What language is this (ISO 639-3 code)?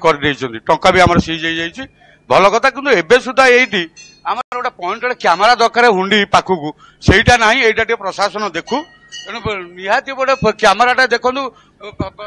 ori